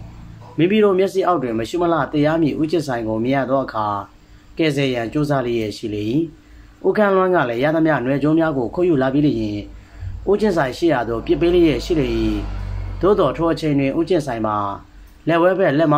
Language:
Burmese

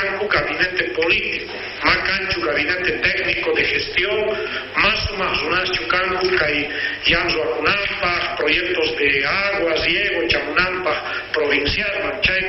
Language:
South Bolivian Quechua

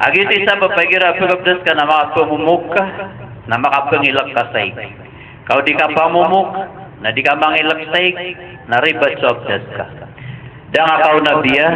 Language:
Maranao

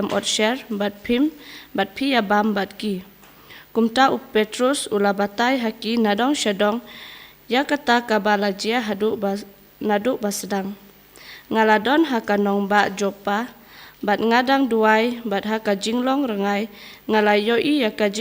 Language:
Khasi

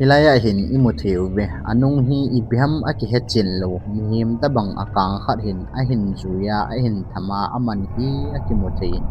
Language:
Thado Chin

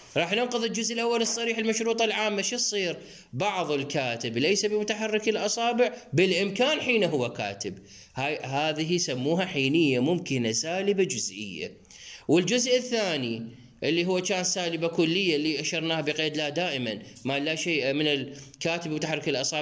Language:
Mesopotamian Arabic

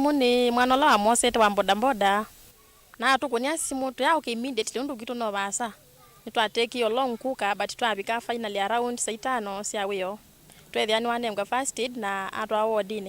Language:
Kamba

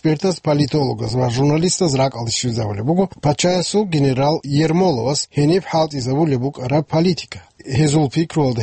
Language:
Avaric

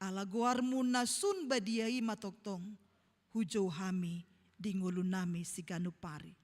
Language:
Batak Toba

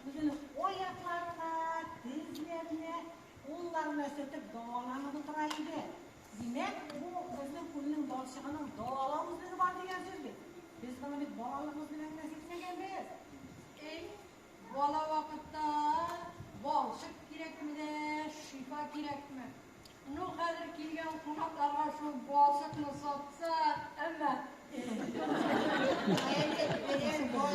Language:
Tatar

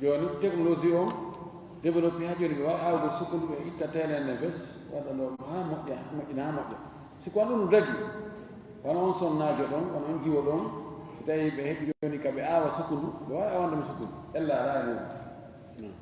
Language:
Fula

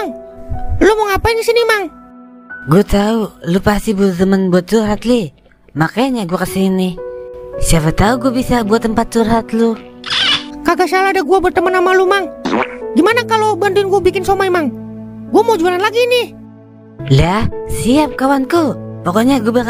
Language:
Betawi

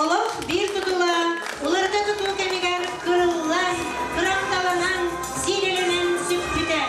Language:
Yakut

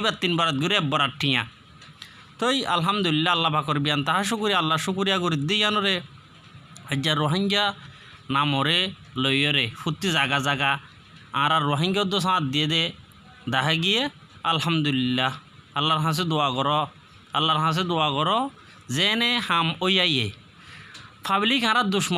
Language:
Rohingya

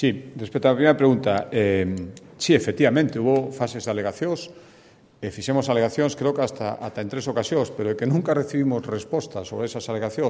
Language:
Galician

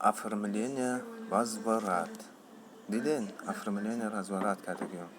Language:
Tajik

